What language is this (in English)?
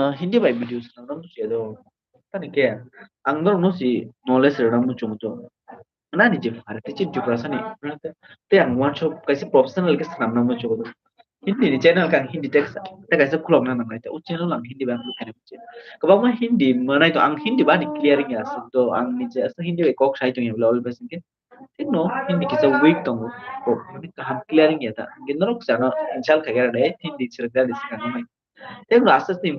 Kok Borok